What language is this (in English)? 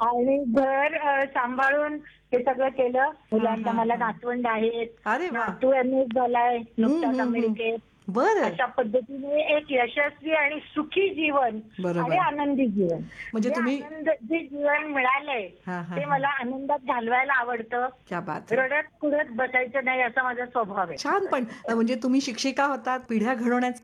Marathi